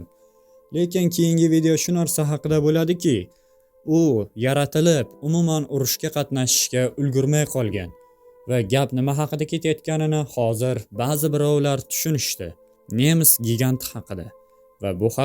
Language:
Uzbek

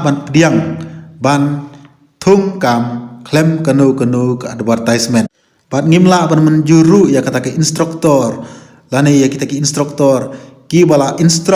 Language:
Khasi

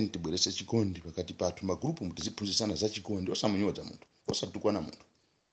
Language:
Nyanja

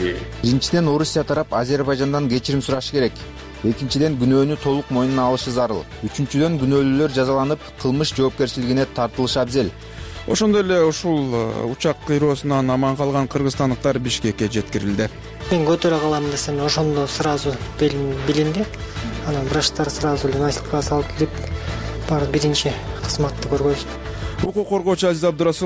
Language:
Kyrgyz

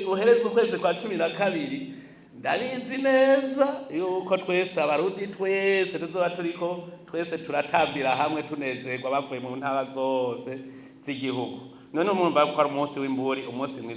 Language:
Rundi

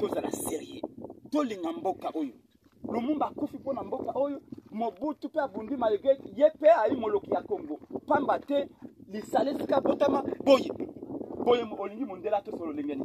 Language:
Lingala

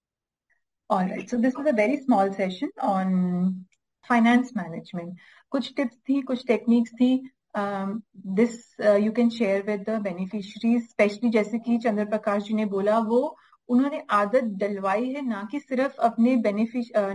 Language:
Hindi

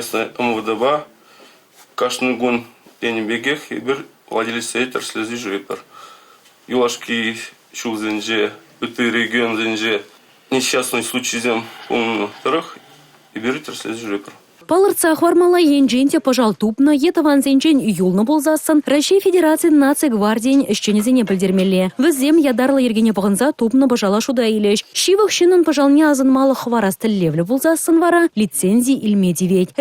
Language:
Chuvash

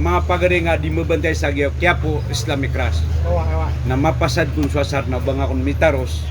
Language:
Maranao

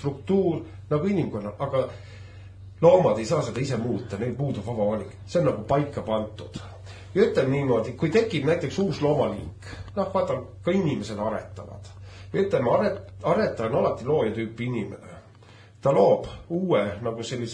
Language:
Estonian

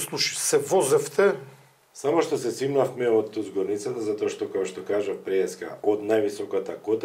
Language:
Macedonian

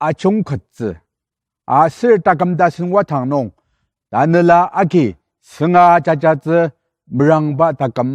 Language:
Ao Naga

